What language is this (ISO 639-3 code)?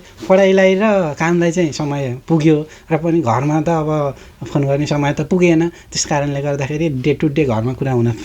nep